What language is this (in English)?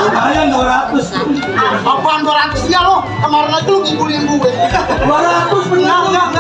Betawi